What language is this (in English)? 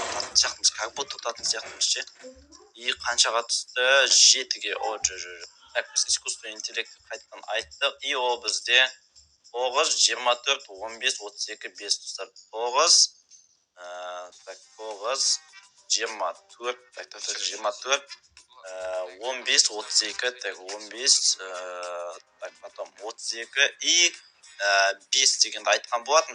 Kazakh